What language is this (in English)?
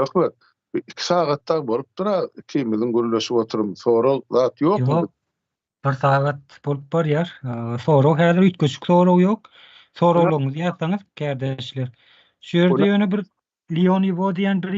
Turkmen